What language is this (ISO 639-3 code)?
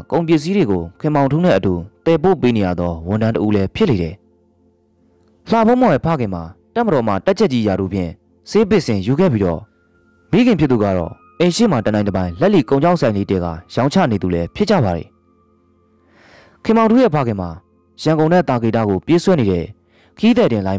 mya